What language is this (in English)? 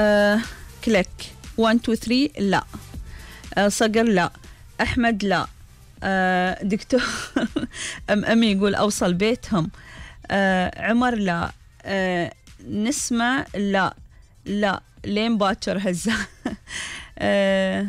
Gulf Arabic